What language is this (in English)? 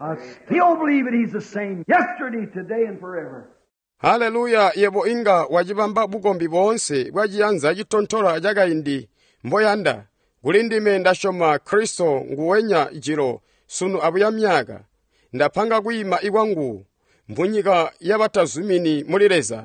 Tonga (Zambia)